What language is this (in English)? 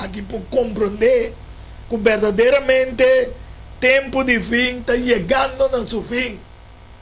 Papiamento